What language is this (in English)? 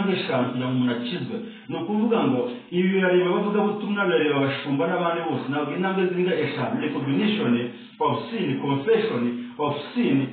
Kinyarwanda